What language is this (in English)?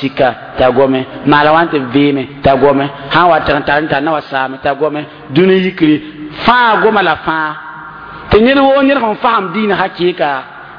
Mossi